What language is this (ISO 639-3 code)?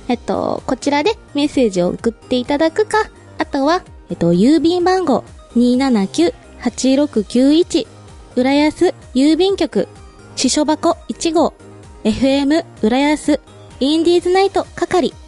jpn